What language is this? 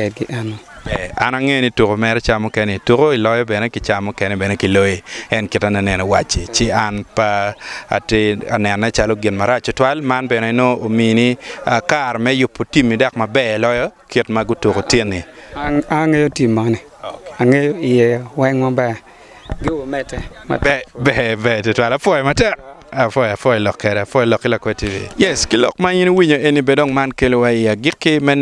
Acoli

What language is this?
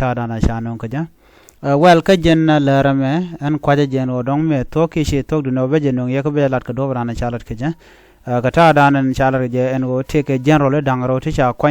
Nuer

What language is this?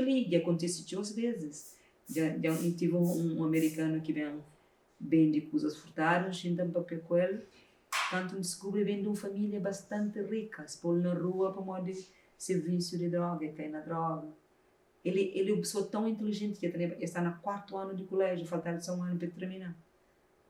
Kabuverdianu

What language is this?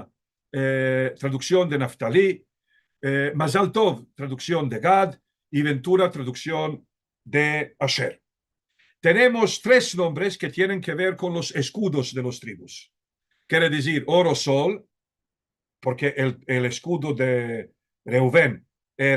Ladino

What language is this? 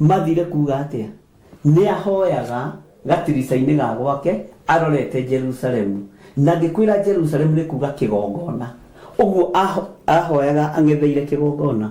Kikuyu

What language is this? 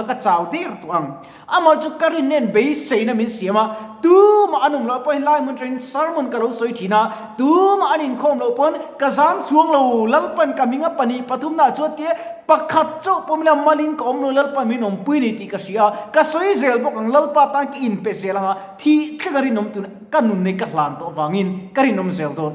Mizo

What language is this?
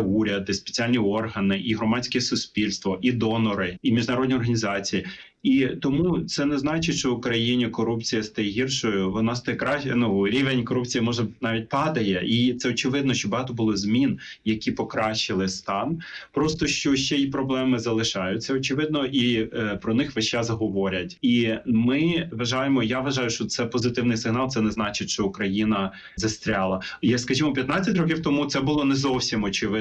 Ukrainian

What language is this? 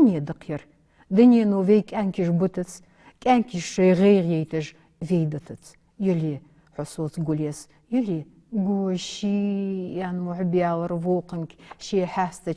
Ingush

